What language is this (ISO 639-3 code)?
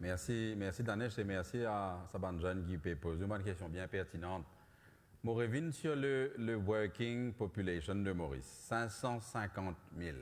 mfe